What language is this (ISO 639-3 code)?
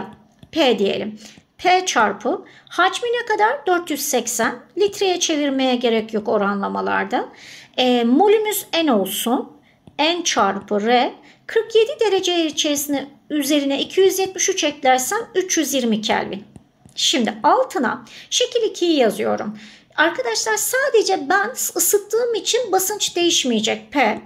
tur